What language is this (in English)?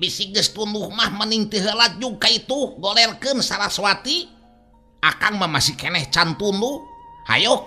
Sundanese